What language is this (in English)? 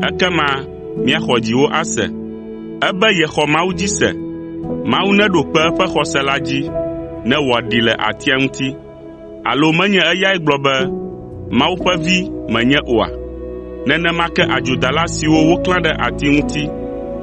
Ewe